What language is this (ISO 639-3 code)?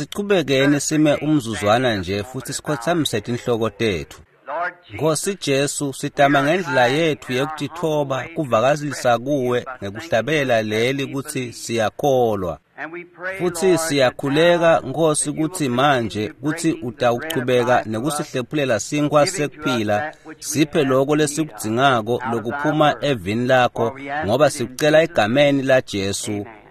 ssw